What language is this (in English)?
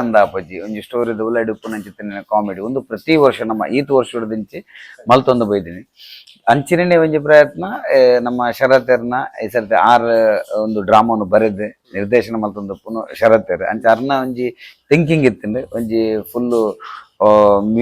Tulu